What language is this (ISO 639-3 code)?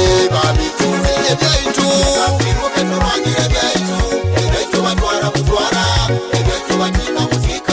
nyo